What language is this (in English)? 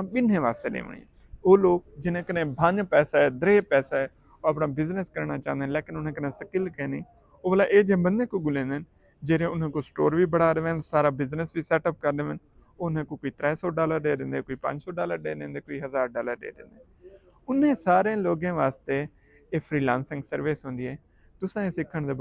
Saraiki